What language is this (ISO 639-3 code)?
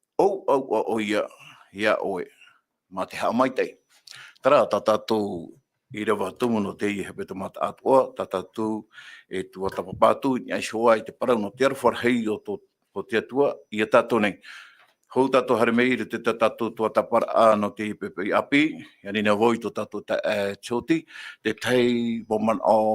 tah